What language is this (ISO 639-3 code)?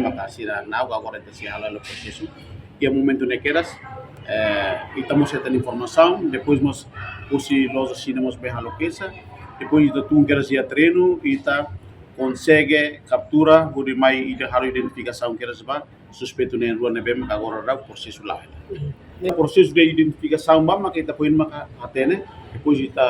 tet